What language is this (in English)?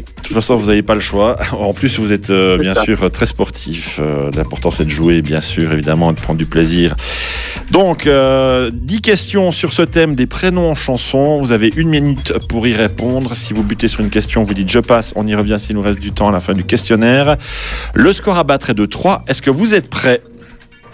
French